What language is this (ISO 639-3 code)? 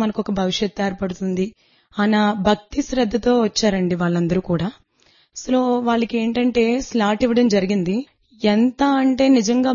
tel